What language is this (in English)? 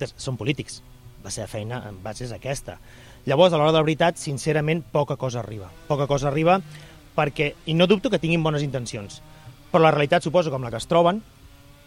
Catalan